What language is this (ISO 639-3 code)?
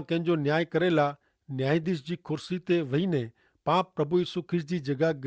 kfr